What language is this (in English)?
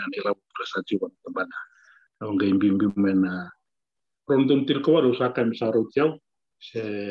Fijian